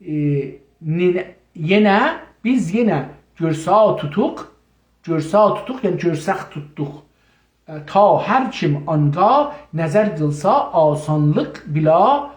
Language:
South Azerbaijani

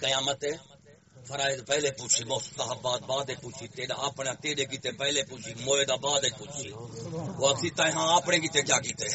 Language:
Saraiki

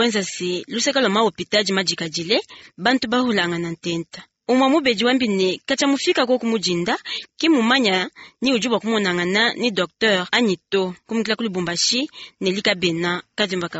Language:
Luba-Lulua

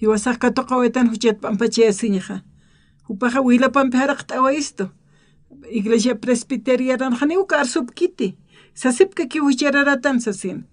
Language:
Aymara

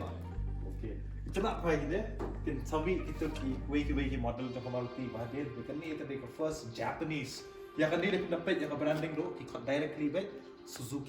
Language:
Khasi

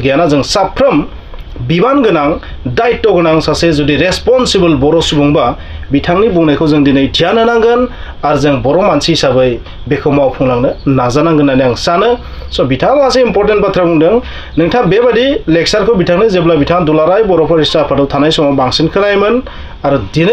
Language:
Bodo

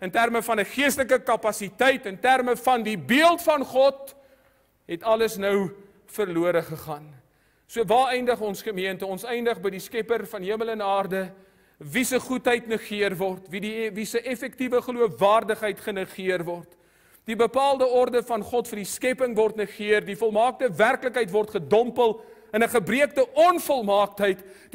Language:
Afrikaans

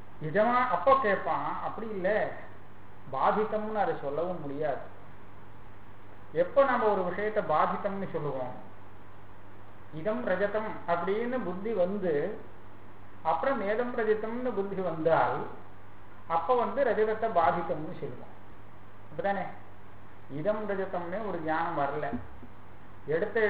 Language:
Tamil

